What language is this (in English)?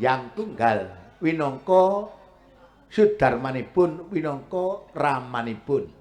Javanese